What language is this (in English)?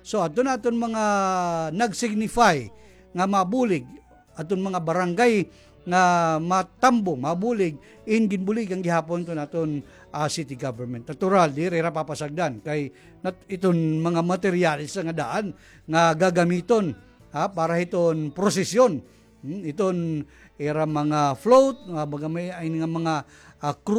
Waray